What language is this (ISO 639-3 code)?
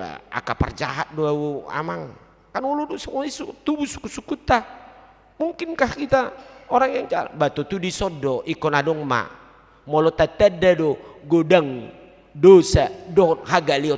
bbc